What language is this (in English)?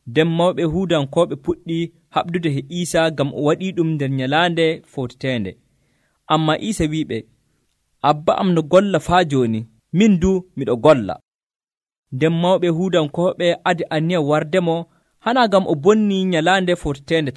Nigerian Fulfulde